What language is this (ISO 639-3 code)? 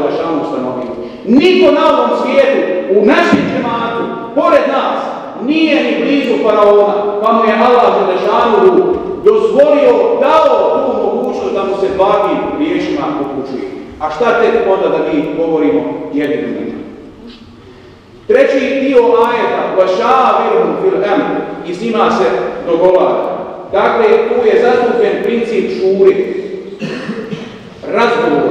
bos